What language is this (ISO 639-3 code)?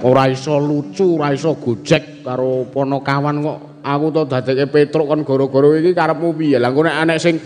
jav